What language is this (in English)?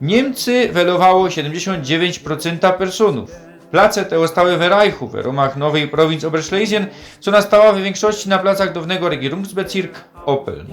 Silesian